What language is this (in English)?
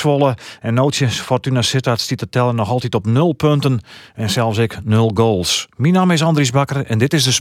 Western Frisian